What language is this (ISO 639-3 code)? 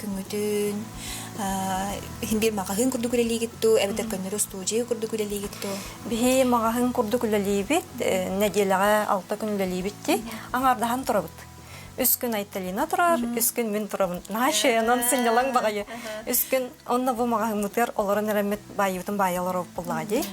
sah